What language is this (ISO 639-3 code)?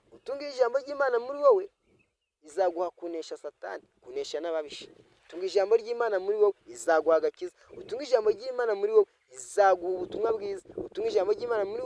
kin